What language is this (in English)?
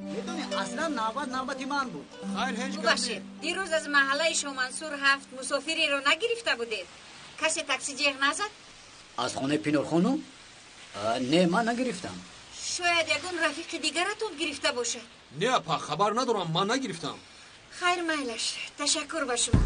Tajik